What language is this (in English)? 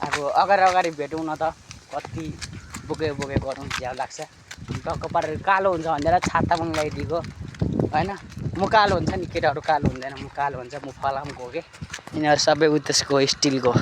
Nepali